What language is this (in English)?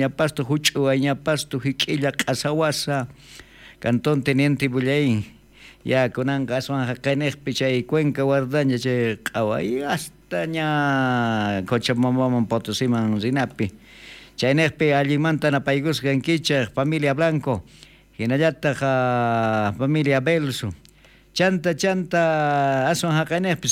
South Bolivian Quechua